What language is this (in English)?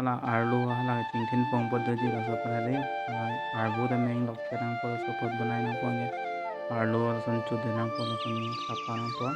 Karbi